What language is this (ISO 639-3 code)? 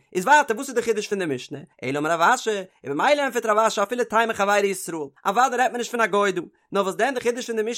yid